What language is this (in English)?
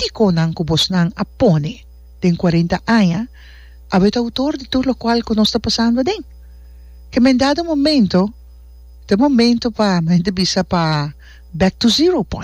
Papiamento